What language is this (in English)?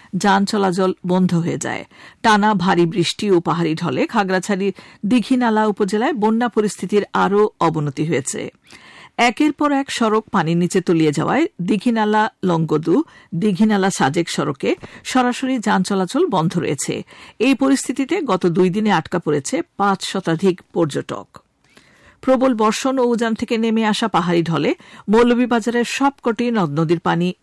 Bangla